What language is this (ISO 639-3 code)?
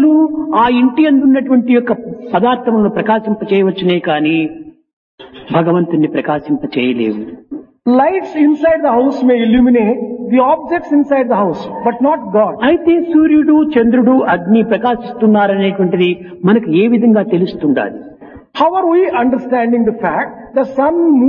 tel